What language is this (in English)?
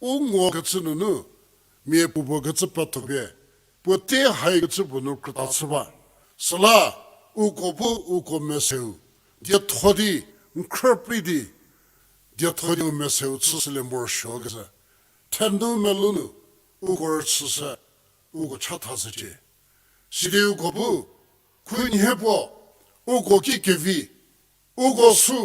Angami Naga